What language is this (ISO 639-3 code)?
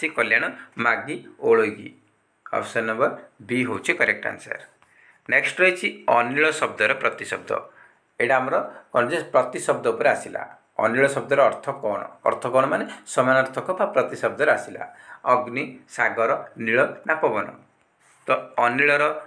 ori